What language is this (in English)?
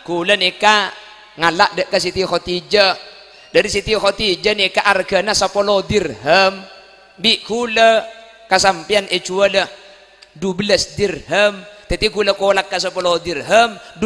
Madurese